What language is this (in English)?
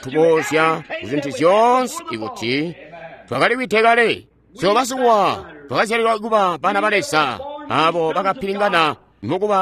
Tonga (Zambia)